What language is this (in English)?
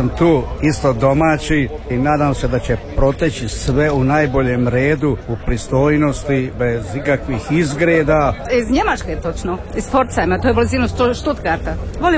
Croatian